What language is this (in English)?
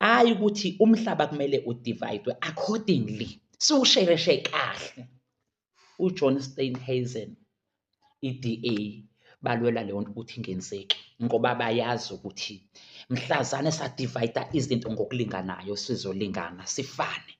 Zulu